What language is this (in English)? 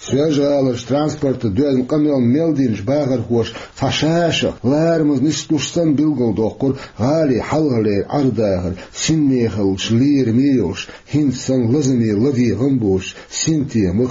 Chechen